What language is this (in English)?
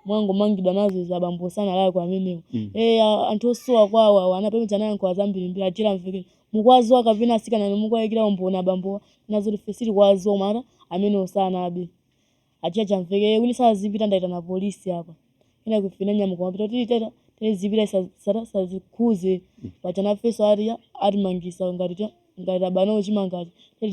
Nyanja